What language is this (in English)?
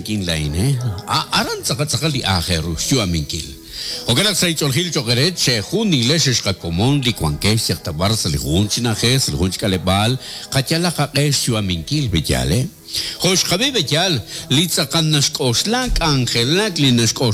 Kekchí